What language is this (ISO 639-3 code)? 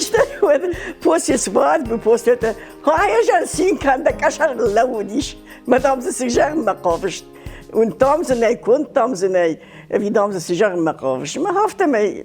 oss